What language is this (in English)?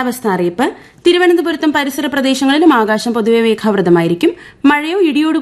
Malayalam